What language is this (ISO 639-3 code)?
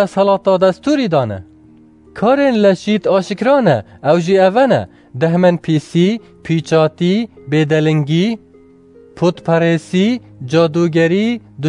kur